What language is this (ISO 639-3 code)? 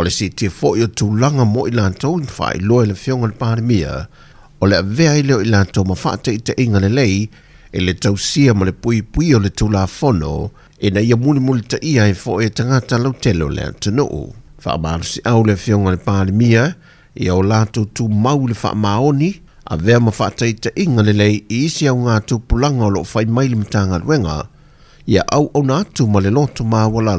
smo